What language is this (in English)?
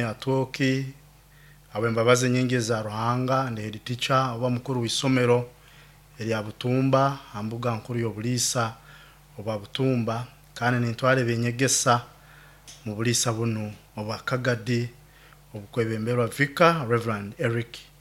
Nyoro